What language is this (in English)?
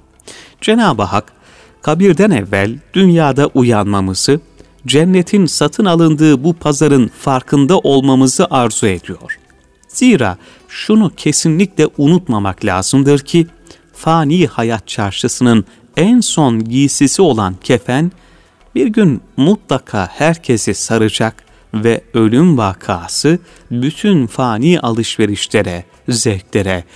Turkish